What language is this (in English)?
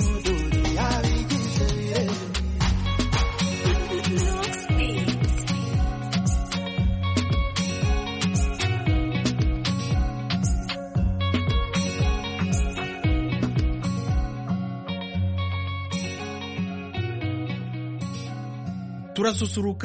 Kinyarwanda